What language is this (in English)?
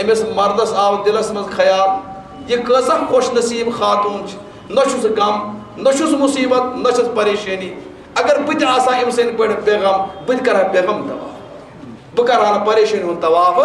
Kashmiri